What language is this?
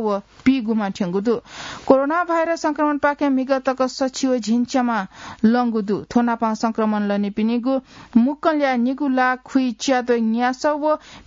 Newari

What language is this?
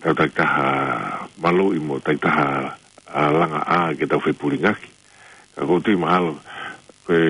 Tongan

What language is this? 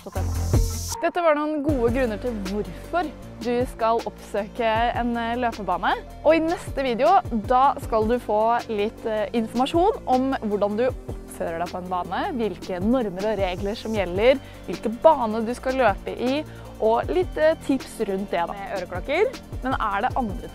Norwegian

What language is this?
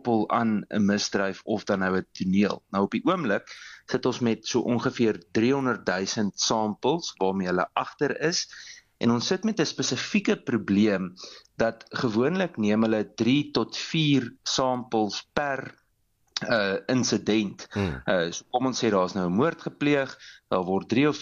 Afrikaans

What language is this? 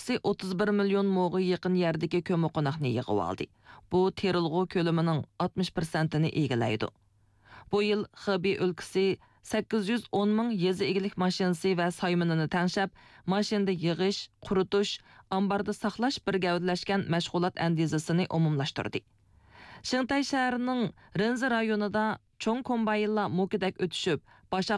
Uyghur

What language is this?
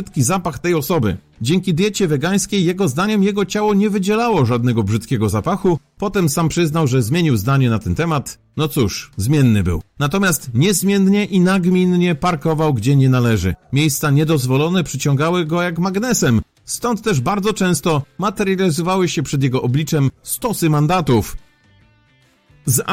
Polish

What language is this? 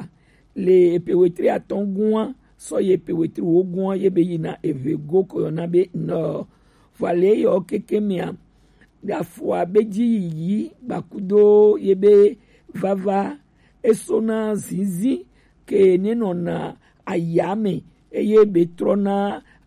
Gen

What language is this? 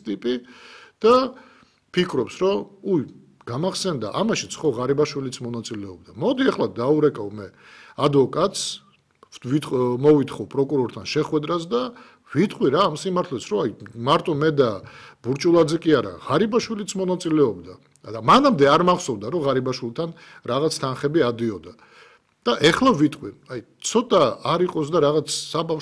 Georgian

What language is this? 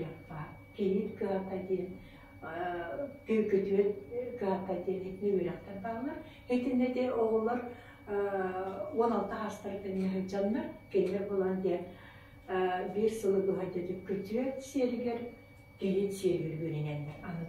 Yakut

